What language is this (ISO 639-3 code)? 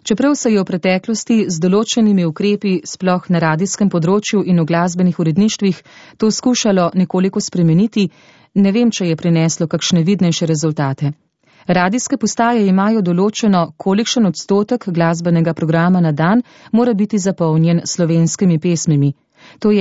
slv